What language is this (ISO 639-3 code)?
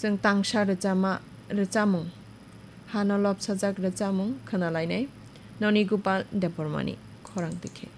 trp